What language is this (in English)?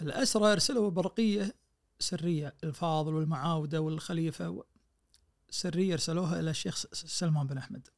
Najdi Arabic